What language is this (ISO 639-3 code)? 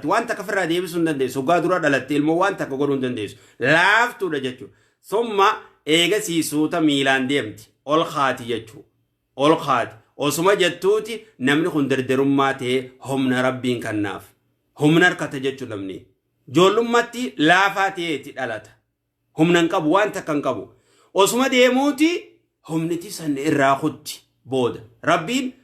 orm